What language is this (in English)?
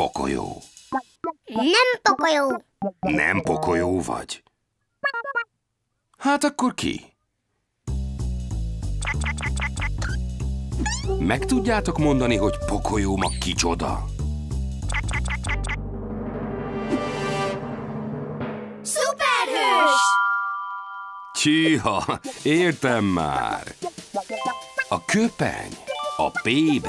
Hungarian